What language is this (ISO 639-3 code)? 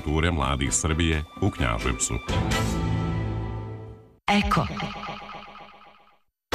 srp